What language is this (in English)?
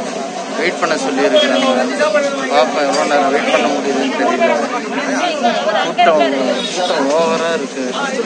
Tamil